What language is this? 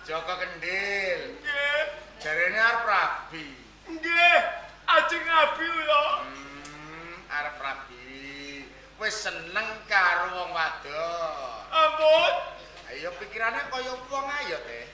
Javanese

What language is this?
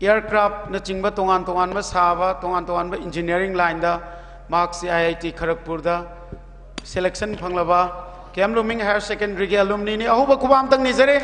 Manipuri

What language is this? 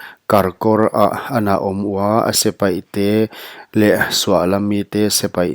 Paite Chin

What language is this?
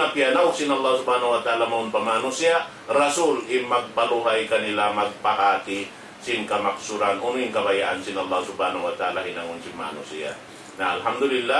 Tausug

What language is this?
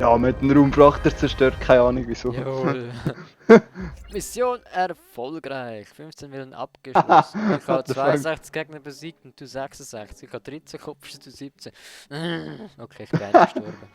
Swiss German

